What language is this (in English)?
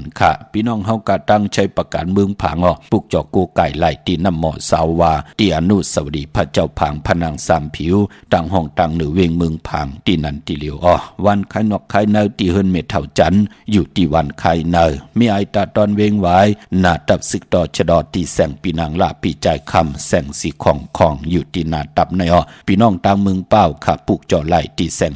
Shan